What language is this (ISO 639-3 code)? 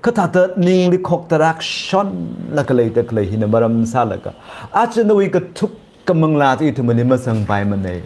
nmf